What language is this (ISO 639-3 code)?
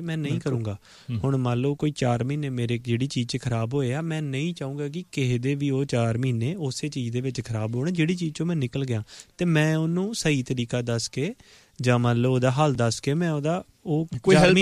pan